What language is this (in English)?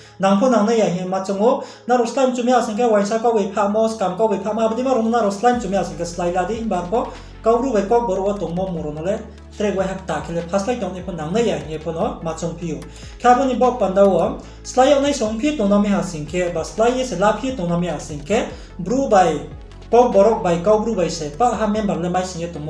Riang (India)